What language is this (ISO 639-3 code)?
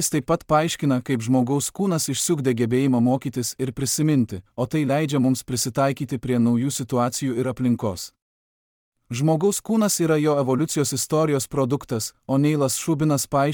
lit